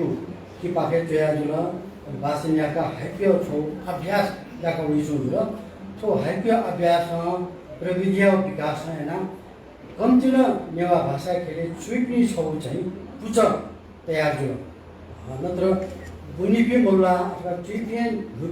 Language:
Newari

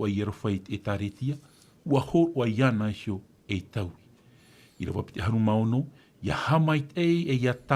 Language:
Tahitian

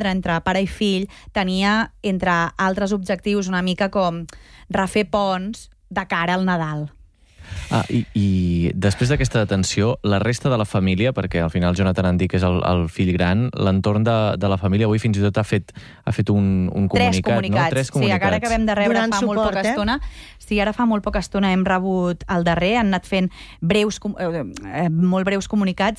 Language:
Catalan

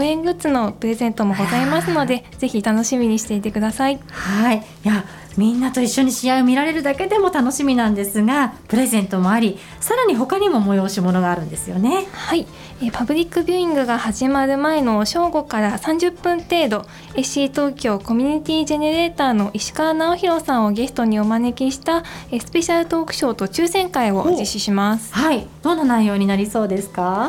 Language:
Japanese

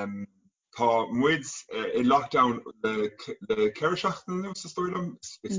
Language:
Irish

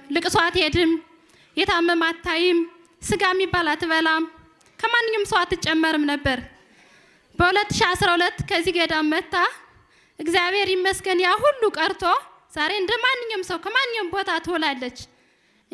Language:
Amharic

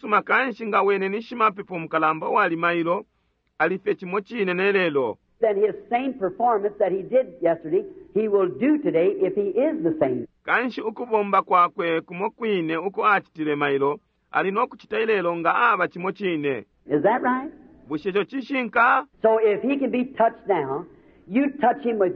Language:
Bemba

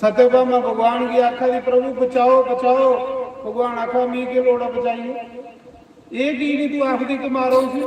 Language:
Dogri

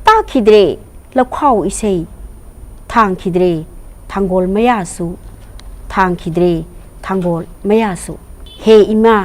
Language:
Manipuri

